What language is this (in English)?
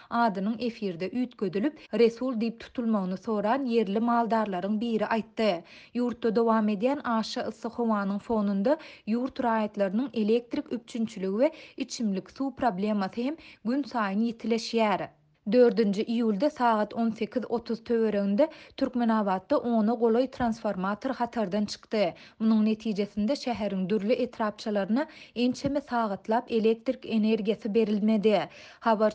Turkmen